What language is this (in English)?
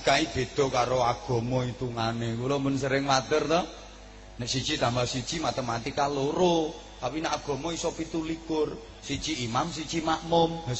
Javanese